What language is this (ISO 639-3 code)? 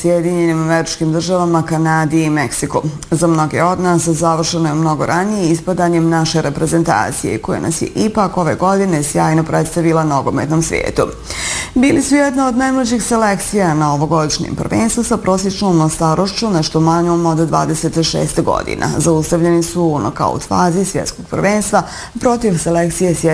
bos